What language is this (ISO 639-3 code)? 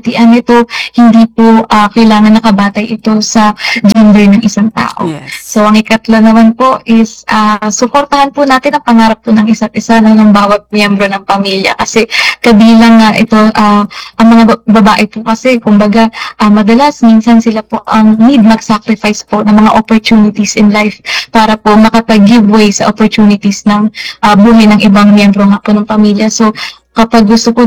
fil